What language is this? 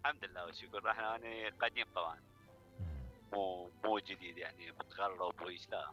Mesopotamian Arabic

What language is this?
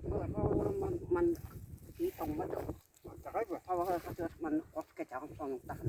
Yakut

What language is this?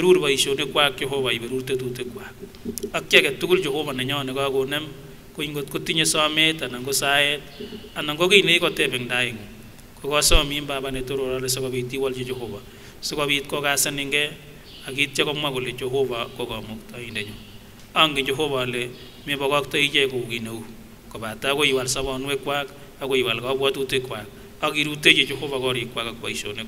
Kipsigis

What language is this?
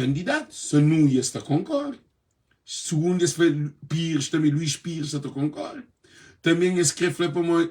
Kabuverdianu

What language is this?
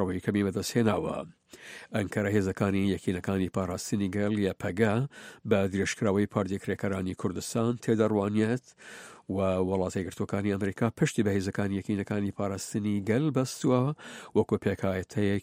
Central Kurdish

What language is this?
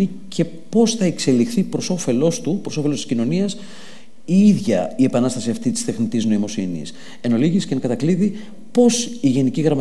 Greek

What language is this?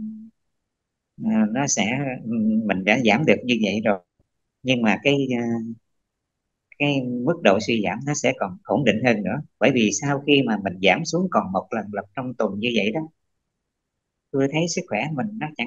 Vietnamese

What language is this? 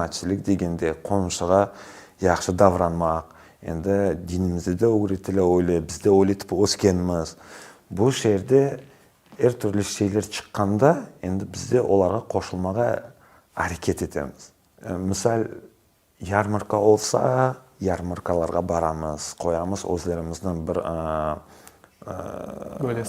Crimean Tatar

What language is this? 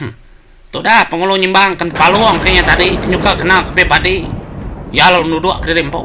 Iban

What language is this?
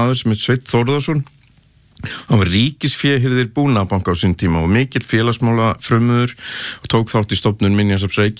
Icelandic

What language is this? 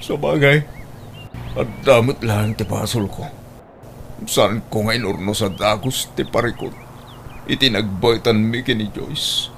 Iloko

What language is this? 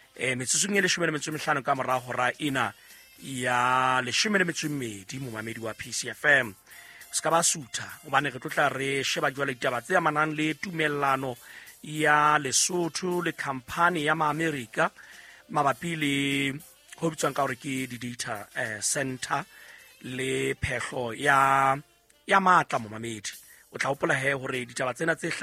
Southern Sotho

